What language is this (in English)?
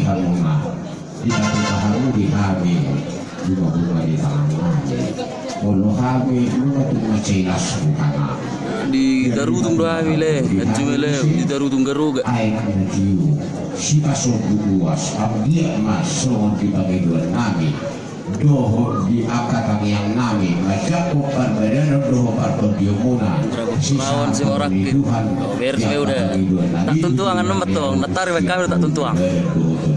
Batak Toba